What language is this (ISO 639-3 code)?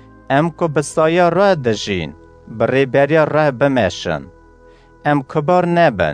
kur